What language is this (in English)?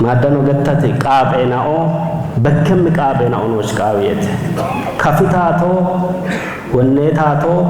Kafa